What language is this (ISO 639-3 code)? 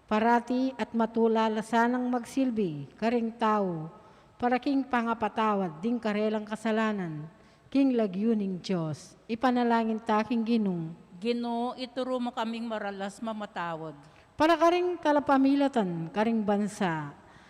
pam